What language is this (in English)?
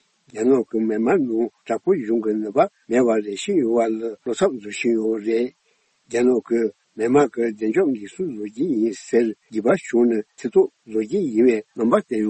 Tibetan